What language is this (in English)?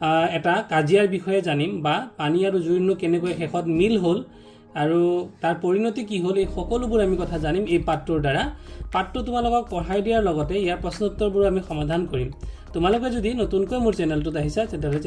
Assamese